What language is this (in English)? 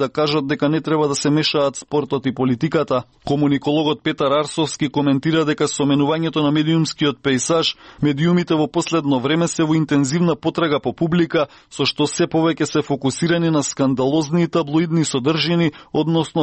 Macedonian